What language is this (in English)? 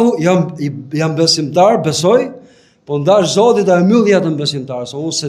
Albanian